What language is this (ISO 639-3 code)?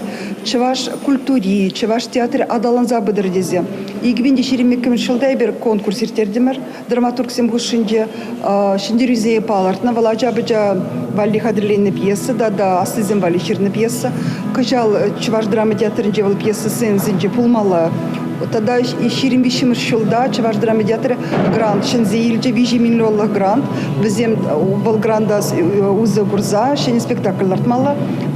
chv